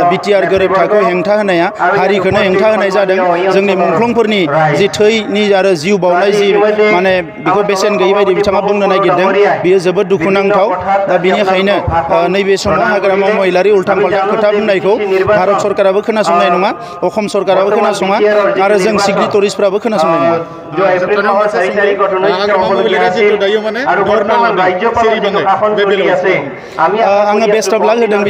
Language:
Bodo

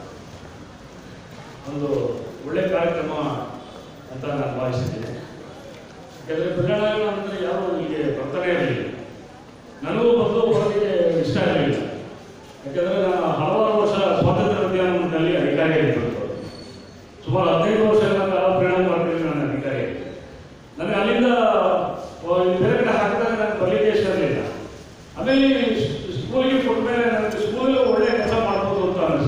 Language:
Kannada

